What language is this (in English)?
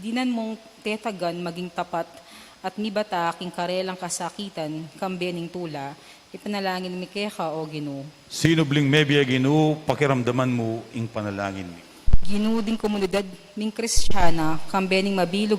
Pampanga